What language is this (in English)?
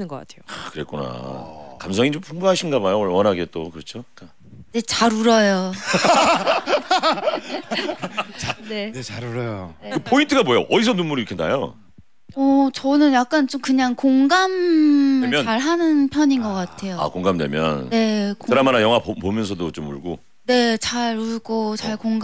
Korean